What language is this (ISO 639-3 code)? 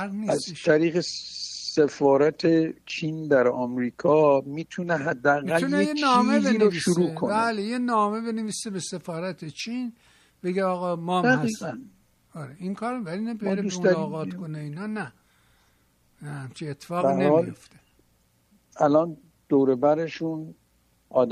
fas